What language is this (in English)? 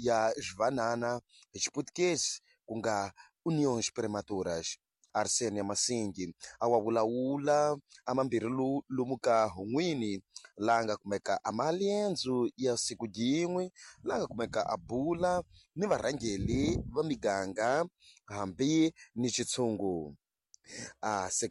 Tsonga